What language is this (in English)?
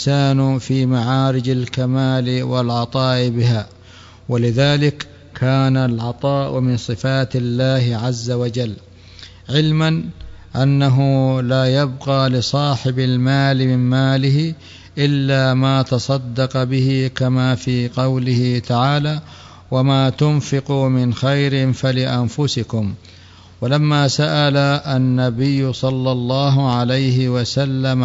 Arabic